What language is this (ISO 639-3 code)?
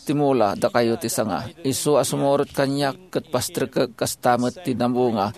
ilo